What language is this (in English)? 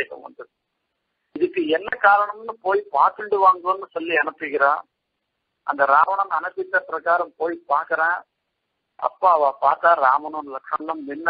Tamil